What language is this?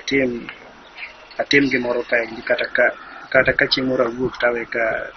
Luo (Kenya and Tanzania)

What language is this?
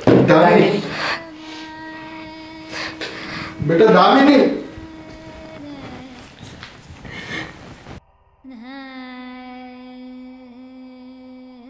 Gujarati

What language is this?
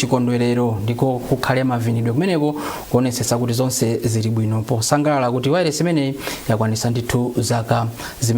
Nyanja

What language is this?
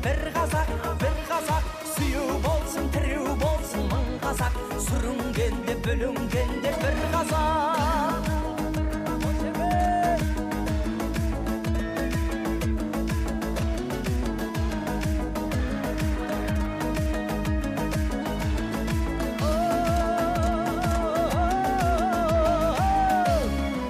Kazakh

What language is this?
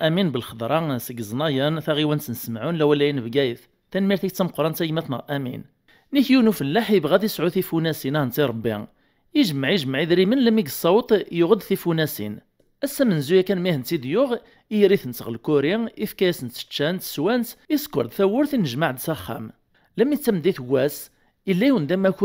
Kabyle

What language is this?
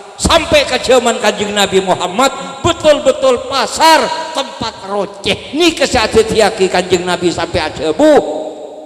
Madurese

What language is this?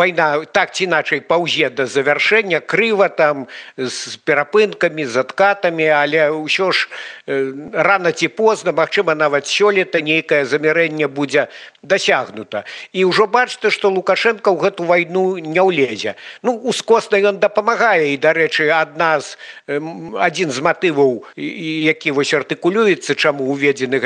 Belarusian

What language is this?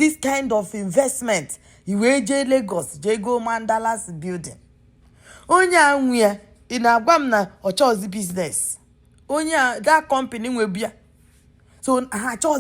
Igbo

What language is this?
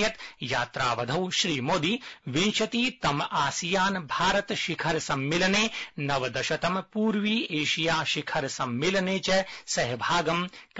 Sanskrit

